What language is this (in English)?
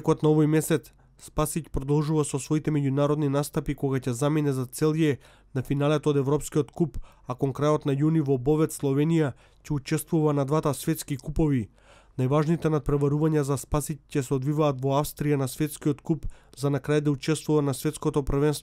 Macedonian